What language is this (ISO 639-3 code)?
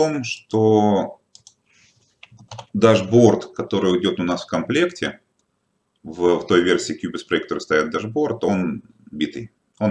rus